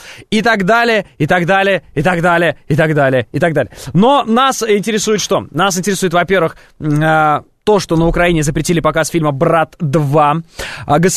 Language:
Russian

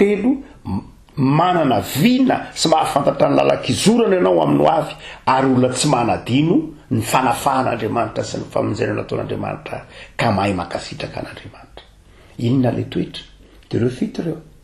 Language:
Malagasy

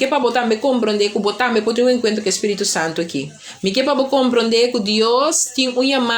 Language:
Papiamento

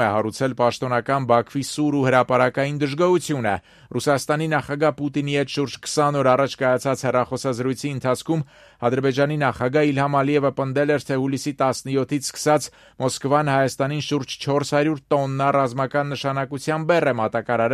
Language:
Armenian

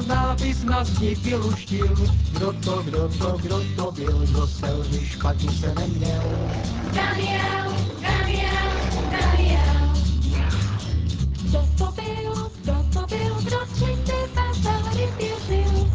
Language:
Czech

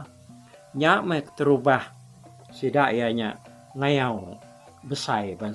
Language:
Iban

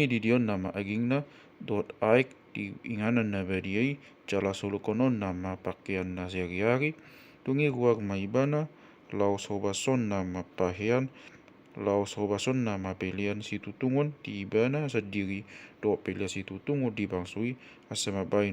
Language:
Batak Toba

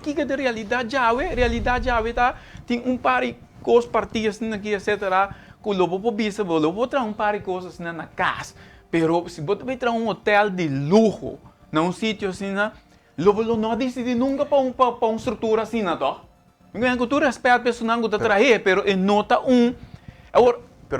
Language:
Papiamento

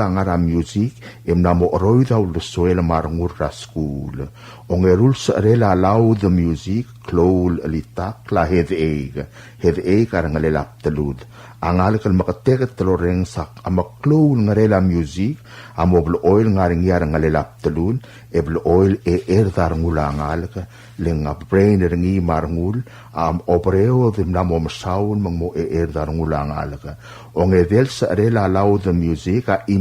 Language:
Palauan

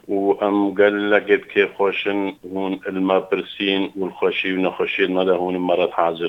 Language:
Kurdish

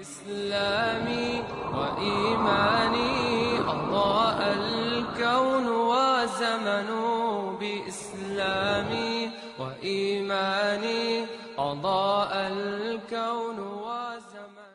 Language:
Bosnian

